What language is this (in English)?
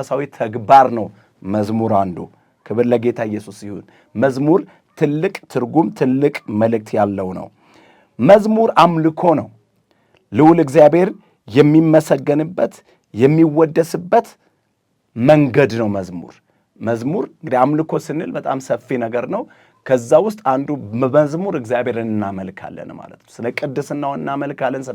Amharic